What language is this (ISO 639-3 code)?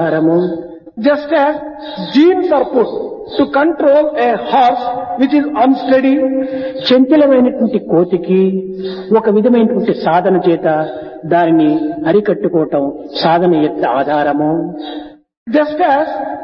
tel